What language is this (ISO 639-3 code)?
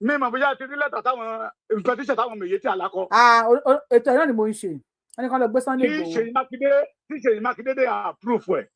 yor